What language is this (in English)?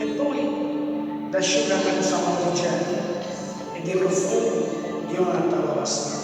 Sardinian